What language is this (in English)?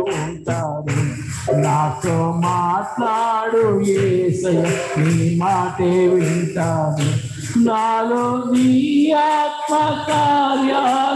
Telugu